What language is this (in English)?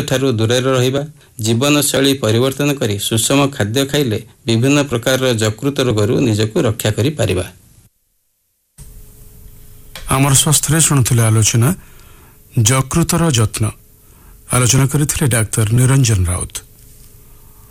Odia